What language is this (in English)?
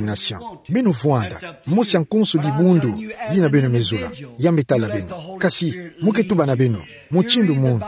Kituba (Democratic Republic of Congo)